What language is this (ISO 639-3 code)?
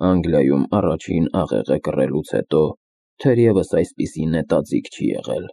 hye